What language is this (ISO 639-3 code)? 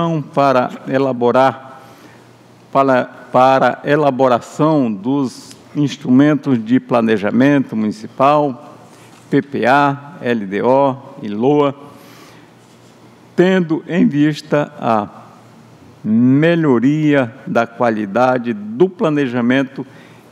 por